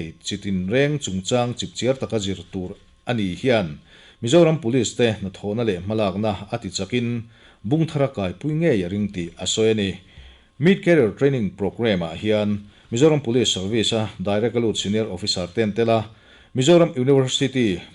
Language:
Mizo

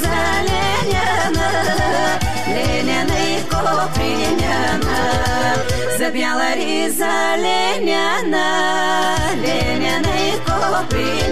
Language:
Bulgarian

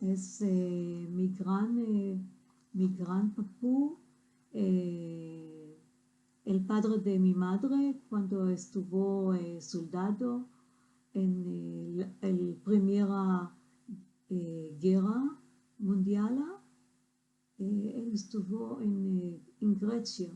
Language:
Ladino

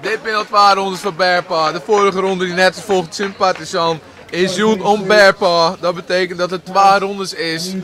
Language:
Western Frisian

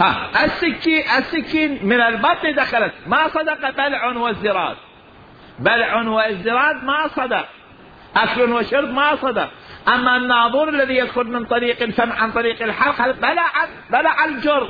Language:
Mesopotamian Arabic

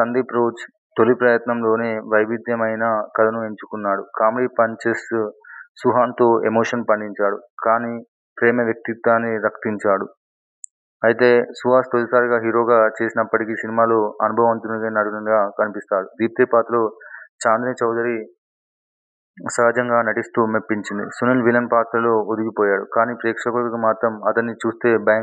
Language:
Telugu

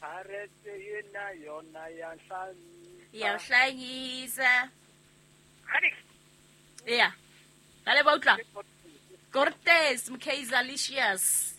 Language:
Southern Sotho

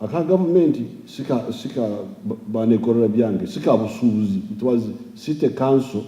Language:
Ganda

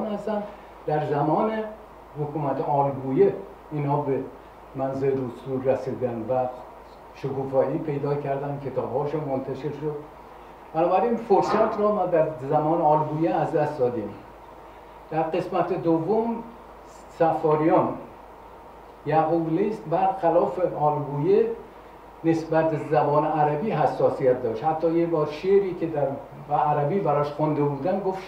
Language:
Persian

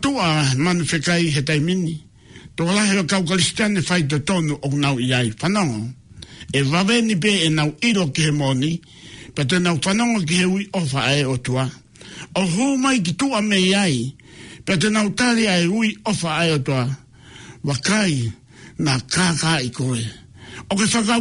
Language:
Tongan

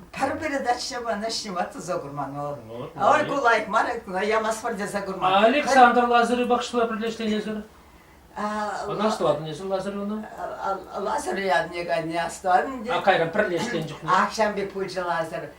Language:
Chuvash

